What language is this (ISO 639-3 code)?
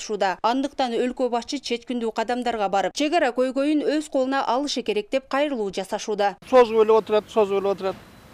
kir